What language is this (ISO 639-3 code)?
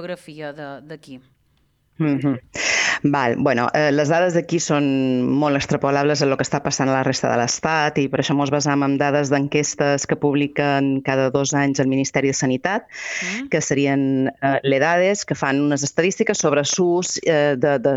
cat